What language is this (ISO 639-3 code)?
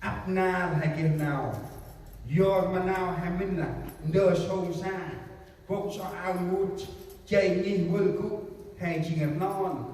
cmo